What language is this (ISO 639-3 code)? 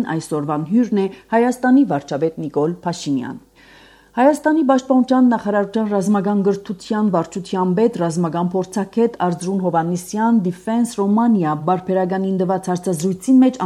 hye